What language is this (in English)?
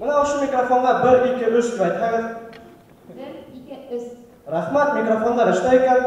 Bashkir